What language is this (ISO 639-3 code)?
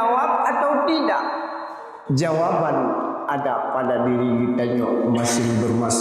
ace